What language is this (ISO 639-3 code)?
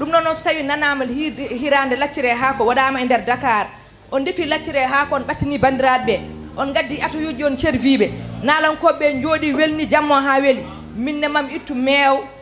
ful